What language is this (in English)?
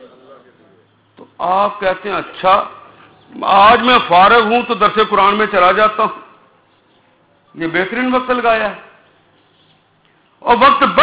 Urdu